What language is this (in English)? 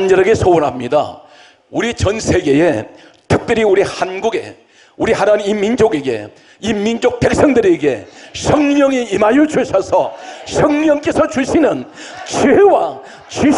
Korean